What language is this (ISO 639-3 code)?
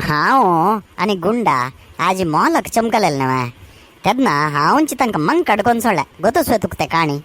kok